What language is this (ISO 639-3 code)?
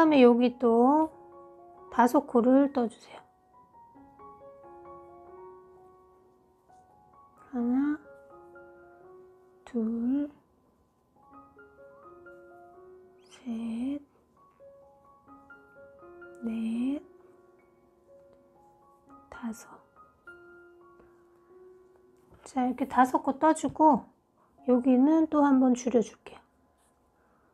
kor